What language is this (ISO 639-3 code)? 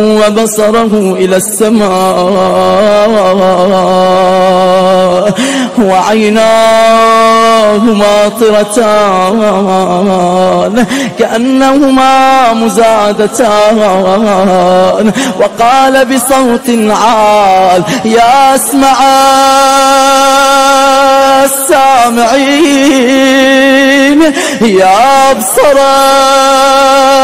ara